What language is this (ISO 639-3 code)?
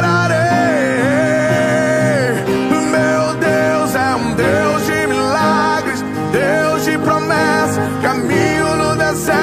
por